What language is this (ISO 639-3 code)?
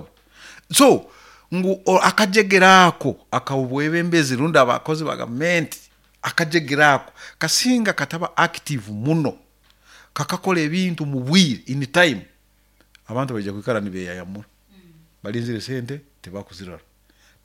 nyo